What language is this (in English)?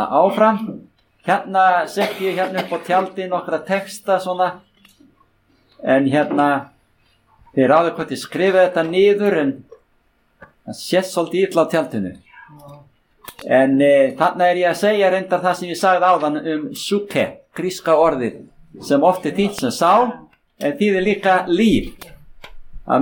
Icelandic